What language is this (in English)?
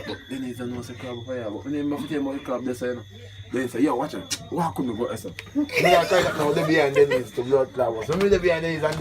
Jamaican Creole English